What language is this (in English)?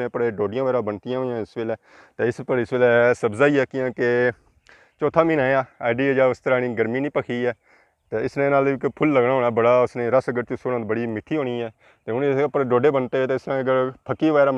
Pahari-Potwari